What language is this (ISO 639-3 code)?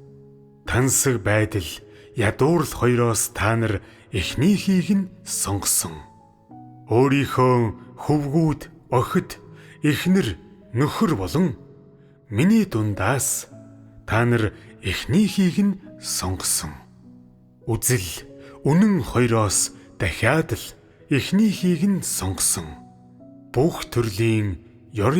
mon